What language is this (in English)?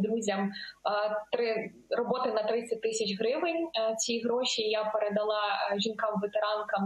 Ukrainian